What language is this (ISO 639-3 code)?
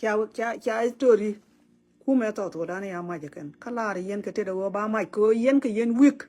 nus